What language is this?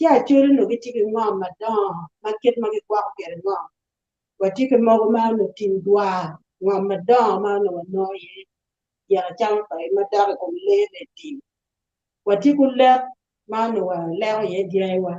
Acoli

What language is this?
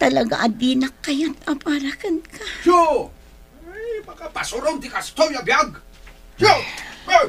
Iloko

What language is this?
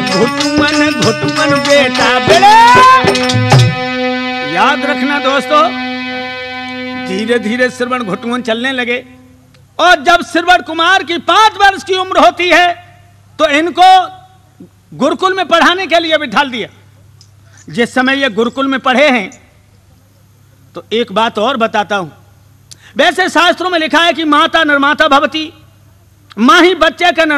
Hindi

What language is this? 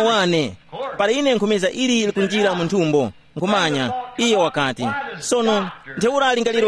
Tumbuka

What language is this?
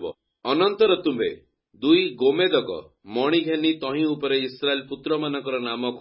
Odia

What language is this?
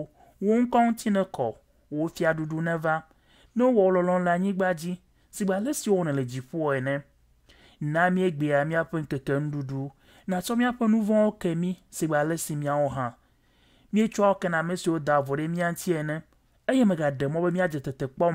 Ewe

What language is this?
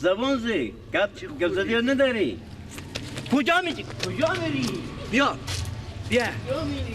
Persian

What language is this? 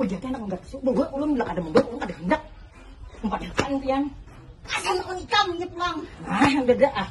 Banjar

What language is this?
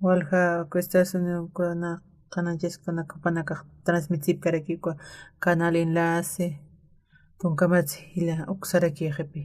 Aymara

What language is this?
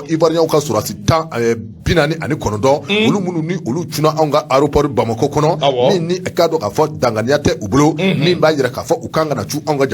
Bambara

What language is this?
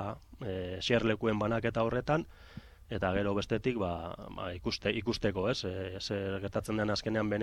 Basque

